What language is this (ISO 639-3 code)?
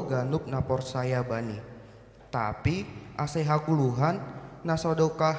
bts